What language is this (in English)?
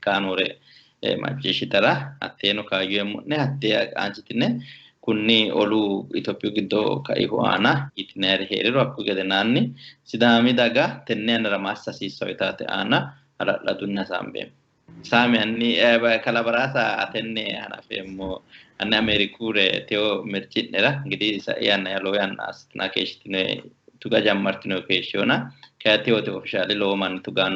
Sidamo